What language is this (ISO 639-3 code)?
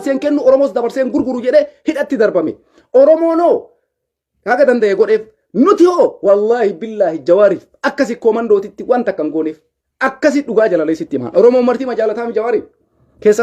orm